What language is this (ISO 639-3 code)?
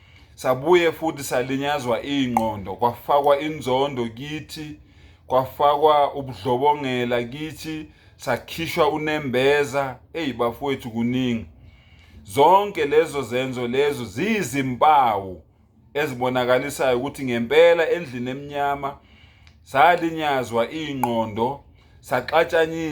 zul